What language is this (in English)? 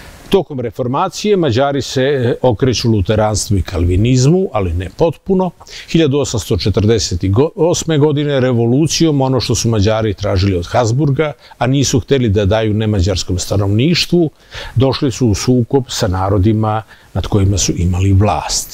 Serbian